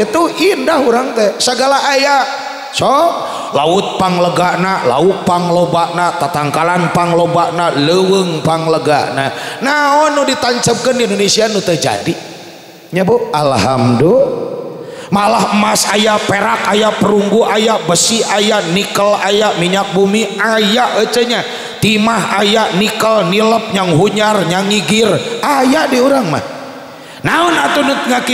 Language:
Sundanese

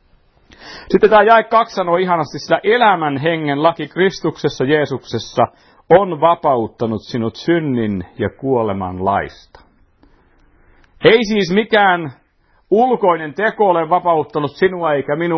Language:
Finnish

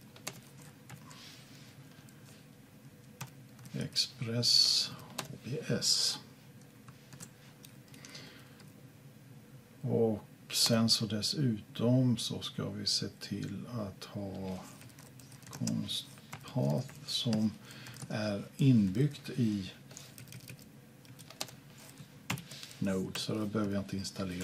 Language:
Swedish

